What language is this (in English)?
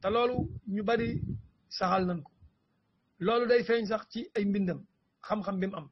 Wolof